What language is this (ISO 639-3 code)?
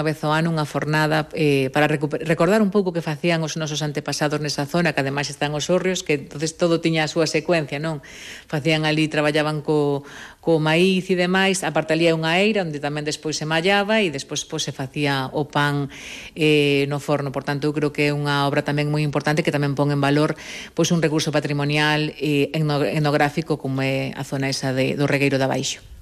glg